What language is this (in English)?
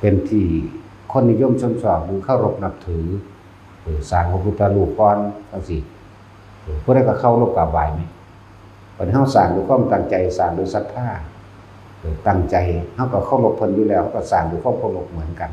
Northeastern Thai